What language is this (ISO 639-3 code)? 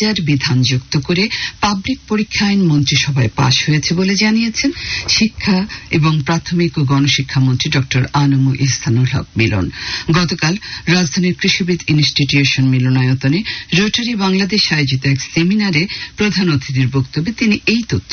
ben